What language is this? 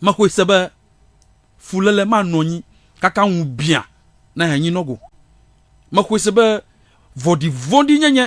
Ewe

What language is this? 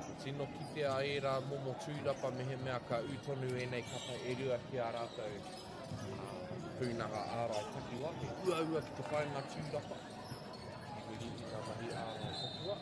Māori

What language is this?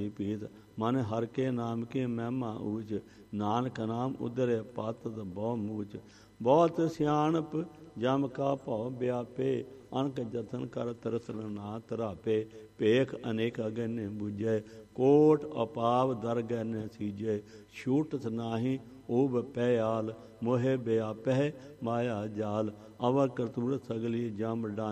Punjabi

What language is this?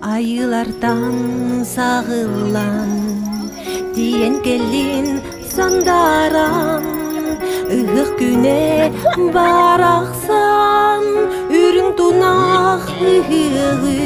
Yakut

